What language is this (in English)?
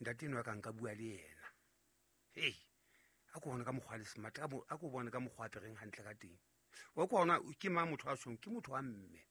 Southern Sotho